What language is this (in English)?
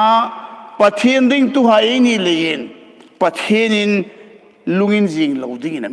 Hmar